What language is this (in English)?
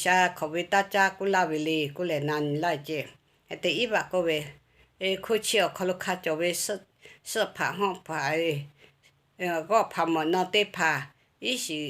Lahu